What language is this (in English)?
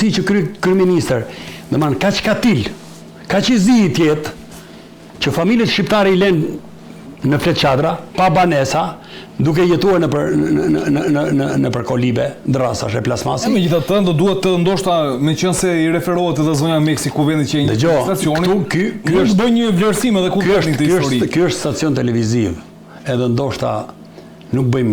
Albanian